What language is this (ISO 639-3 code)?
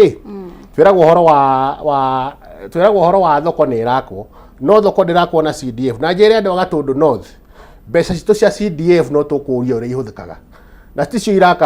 kik